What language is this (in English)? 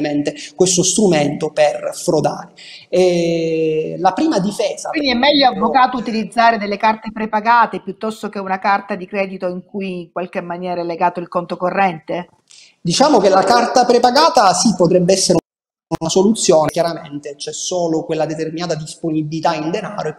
Italian